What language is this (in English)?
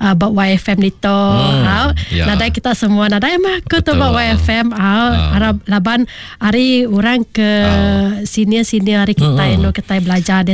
Iban